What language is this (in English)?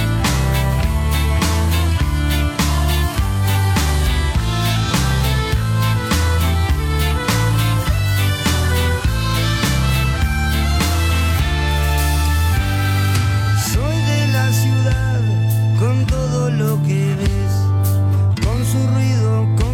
Spanish